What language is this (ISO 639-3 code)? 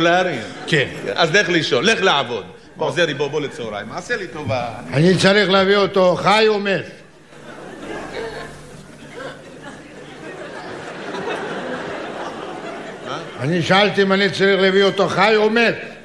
heb